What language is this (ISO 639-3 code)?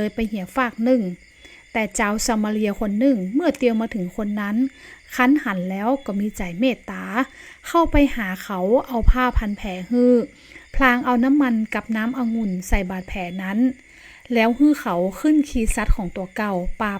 nod